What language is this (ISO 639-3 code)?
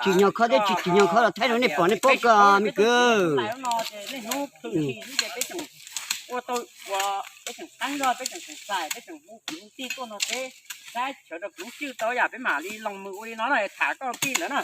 hmn